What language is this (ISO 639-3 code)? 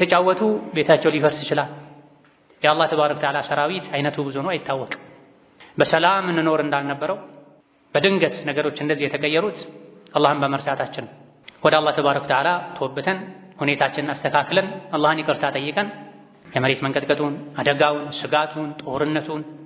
amh